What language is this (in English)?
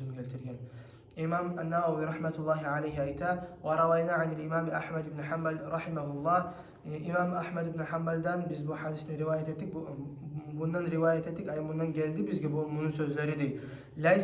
Kumyk